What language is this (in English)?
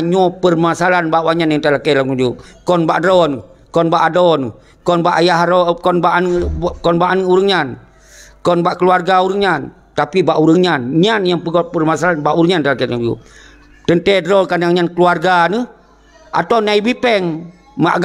Achinese